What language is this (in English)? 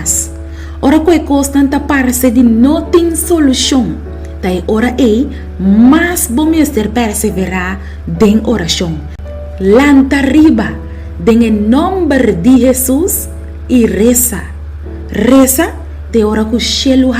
Papiamento